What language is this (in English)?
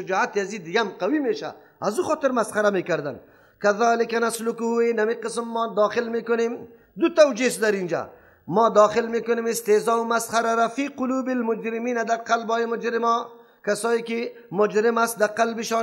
Persian